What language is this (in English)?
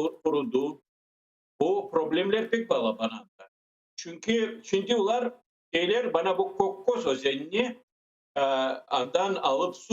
Crimean Tatar